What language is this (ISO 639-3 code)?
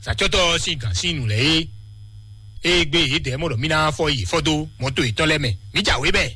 fon